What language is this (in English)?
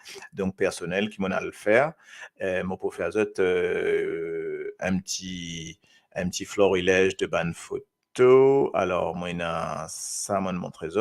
Morisyen